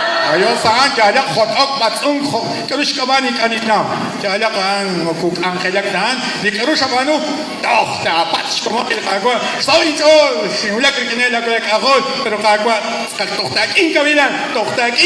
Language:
Kekchí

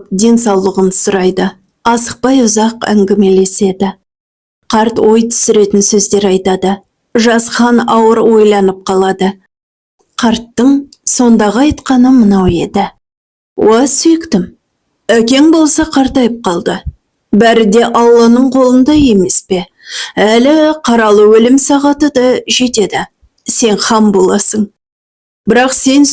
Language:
Kazakh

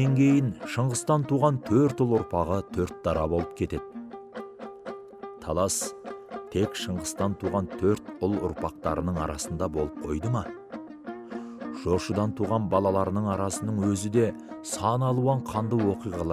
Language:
Kazakh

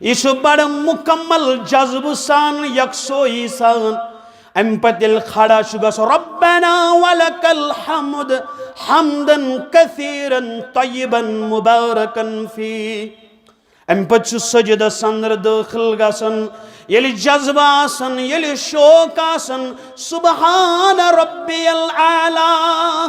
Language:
Kashmiri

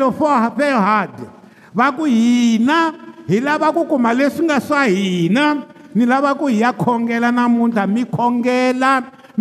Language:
Tsonga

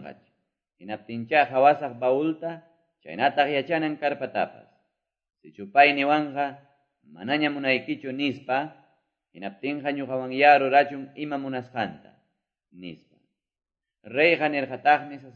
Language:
Quechua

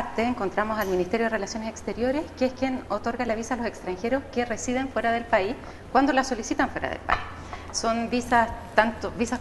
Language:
Spanish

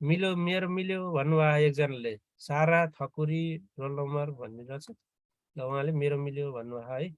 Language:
Nepali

